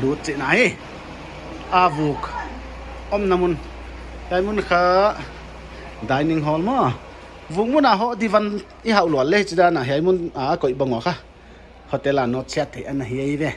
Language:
Paite Chin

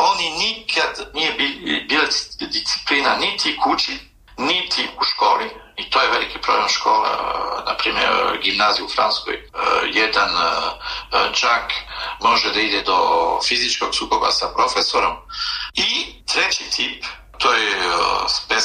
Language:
Serbian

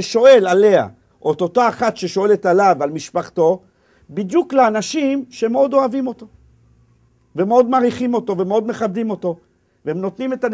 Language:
Hebrew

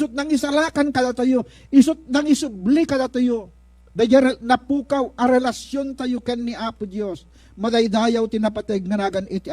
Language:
Iloko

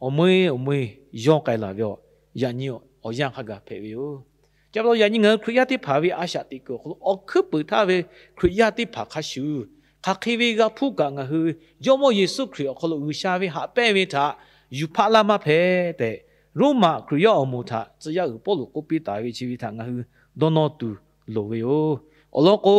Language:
Lahu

